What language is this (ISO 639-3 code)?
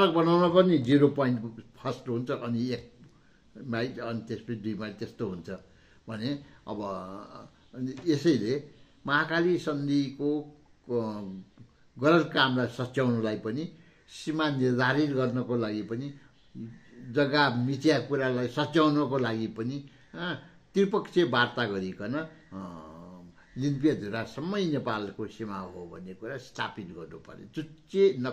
nep